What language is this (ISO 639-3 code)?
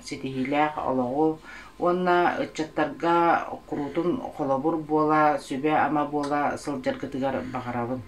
sah